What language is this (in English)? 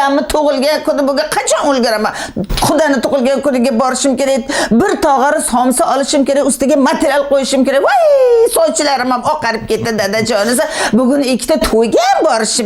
Uzbek